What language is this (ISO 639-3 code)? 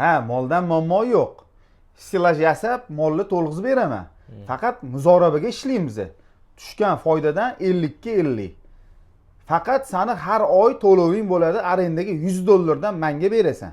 uzb